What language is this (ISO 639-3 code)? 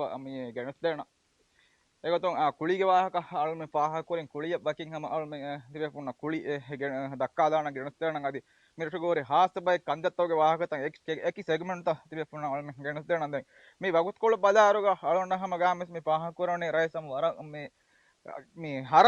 div